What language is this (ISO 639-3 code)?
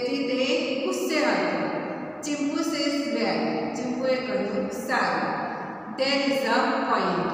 guj